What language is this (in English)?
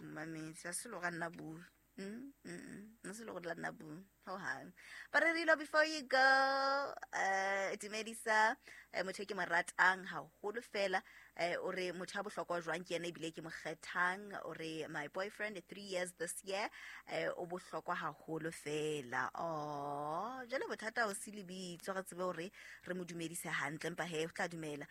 Southern Sotho